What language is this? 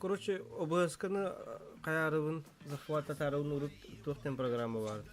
Yakut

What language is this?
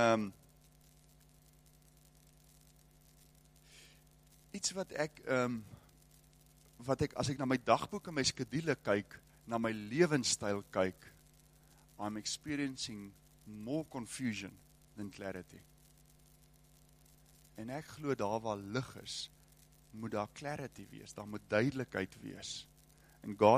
Afrikaans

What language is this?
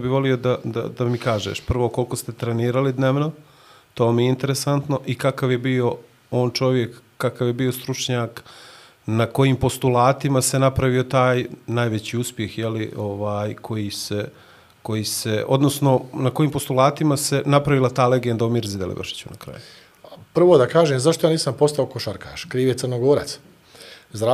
Bosnian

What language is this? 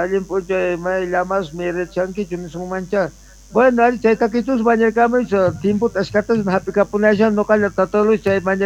Quechua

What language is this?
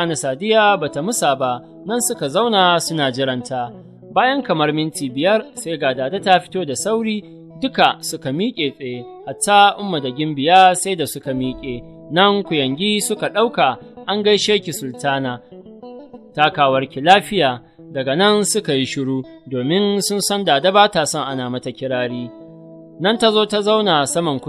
Hausa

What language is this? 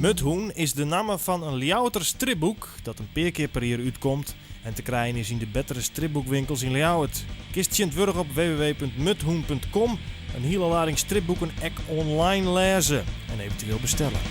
Western Frisian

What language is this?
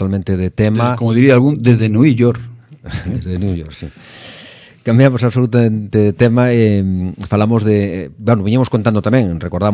Galician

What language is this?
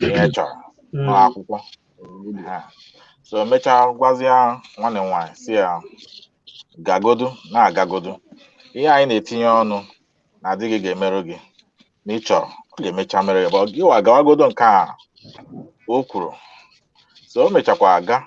Igbo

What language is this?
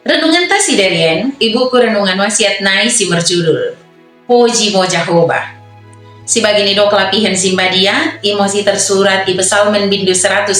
Batak Dairi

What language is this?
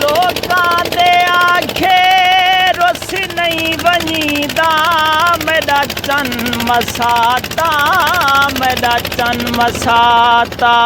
Saraiki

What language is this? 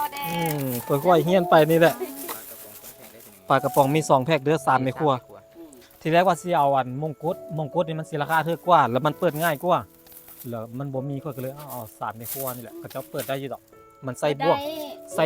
Lao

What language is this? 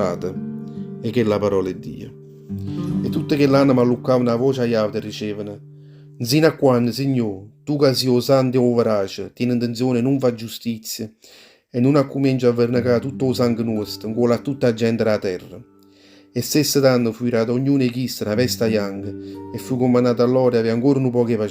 Neapolitan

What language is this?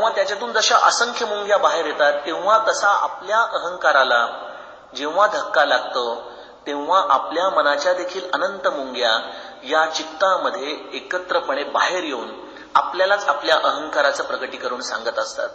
Marathi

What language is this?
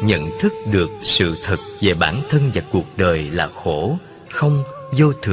Vietnamese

